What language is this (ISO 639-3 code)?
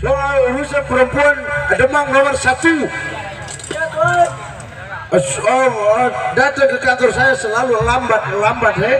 bew